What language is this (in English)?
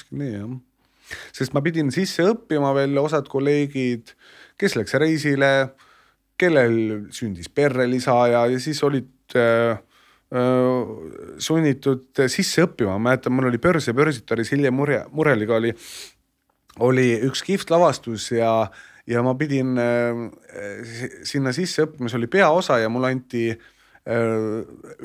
Estonian